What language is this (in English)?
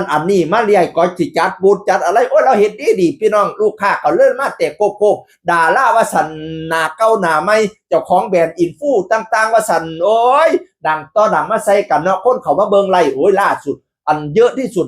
Northeastern Thai